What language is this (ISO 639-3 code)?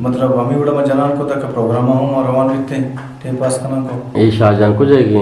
bgp